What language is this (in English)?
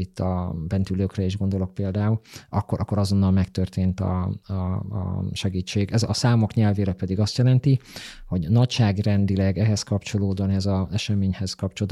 Hungarian